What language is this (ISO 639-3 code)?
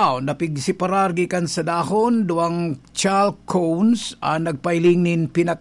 bik